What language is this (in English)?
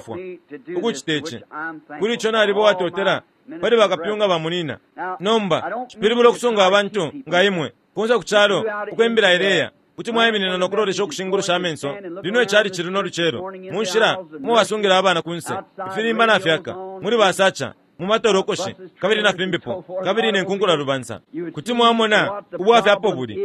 Bemba